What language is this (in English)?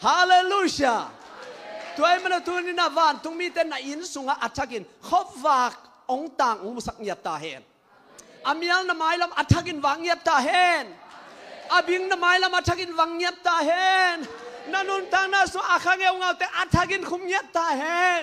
Tedim Chin